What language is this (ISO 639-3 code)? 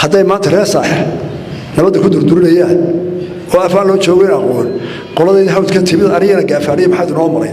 som